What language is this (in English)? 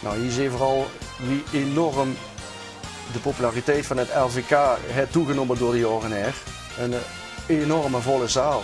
Limburgish